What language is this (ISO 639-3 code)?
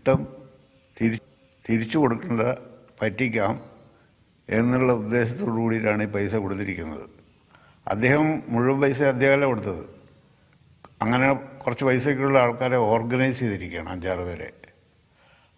mal